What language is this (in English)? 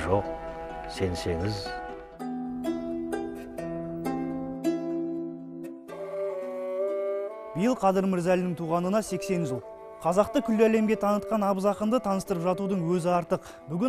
Kazakh